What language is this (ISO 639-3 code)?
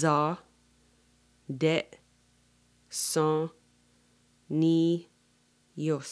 moh